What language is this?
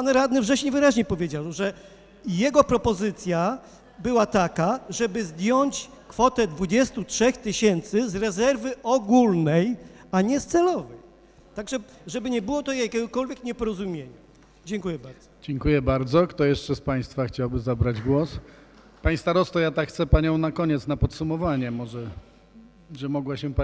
Polish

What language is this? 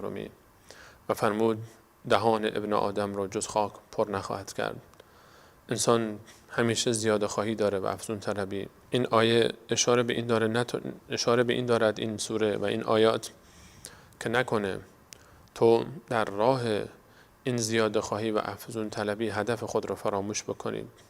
Persian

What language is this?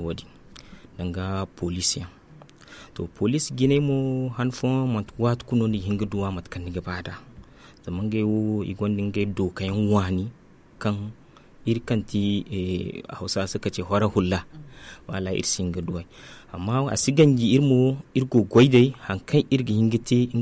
Zarma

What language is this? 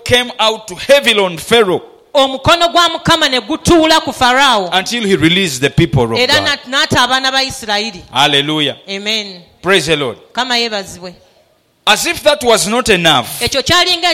Ganda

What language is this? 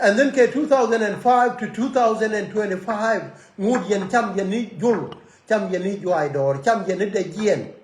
Nuer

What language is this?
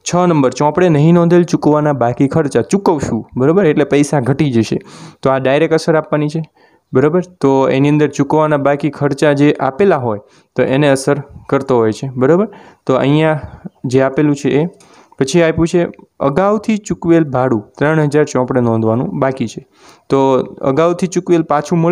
Gujarati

